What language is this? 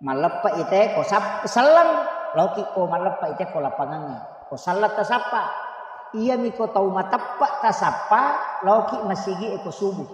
Buginese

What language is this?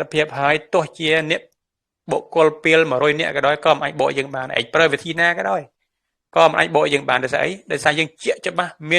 Khmer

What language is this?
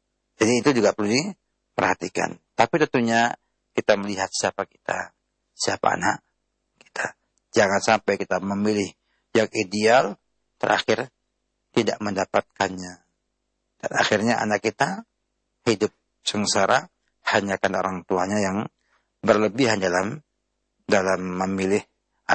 Indonesian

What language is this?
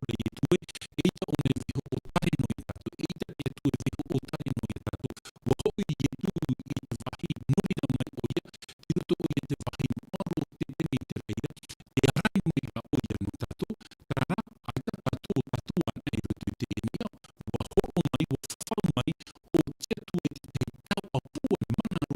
Tahitian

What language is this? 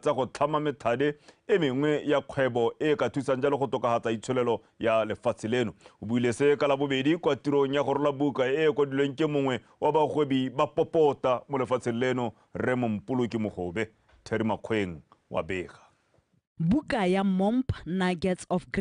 Tswana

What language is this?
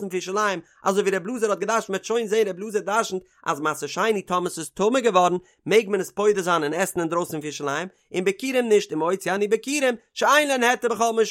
Yiddish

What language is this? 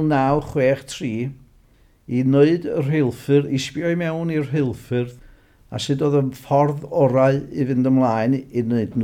Welsh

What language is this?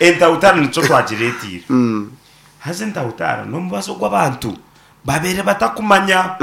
Nyankole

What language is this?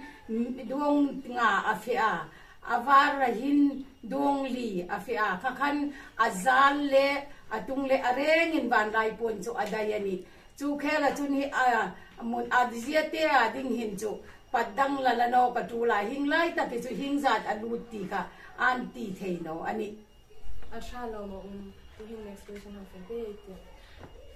Hmar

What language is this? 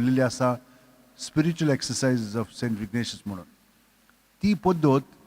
Konkani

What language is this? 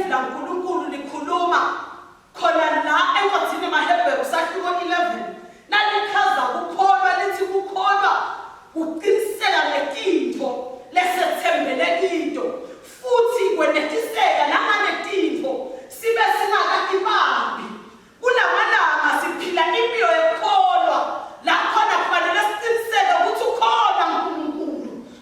Swati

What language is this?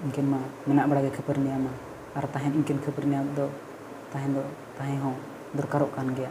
Santali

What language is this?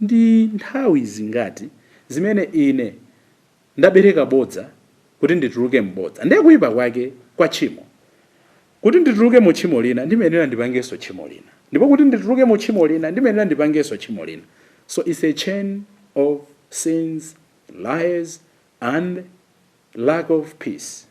Nyanja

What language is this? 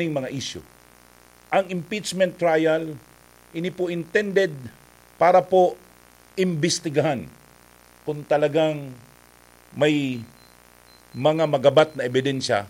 Bikol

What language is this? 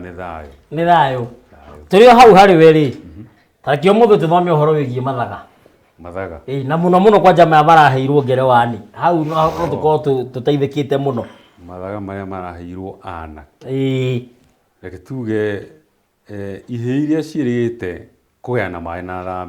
Kikuyu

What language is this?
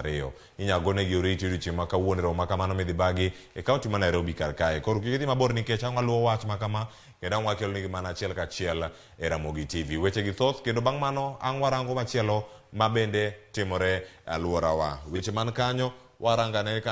Luo (Kenya and Tanzania)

